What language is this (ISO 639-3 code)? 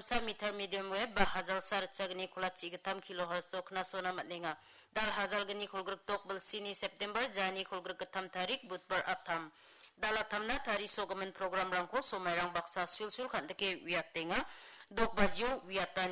grt